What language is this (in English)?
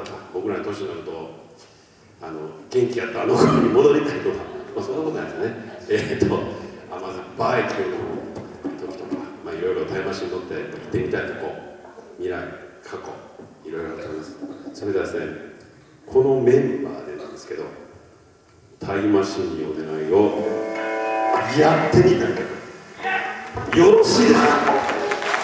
Japanese